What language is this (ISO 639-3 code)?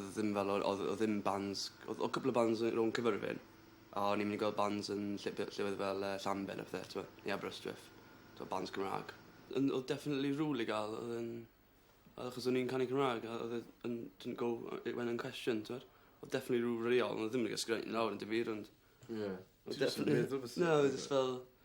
cym